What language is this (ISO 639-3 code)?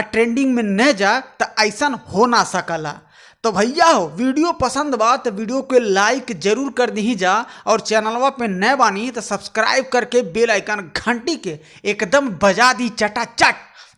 bho